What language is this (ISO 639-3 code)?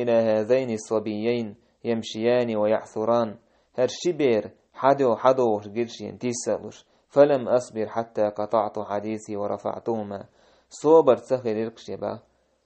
che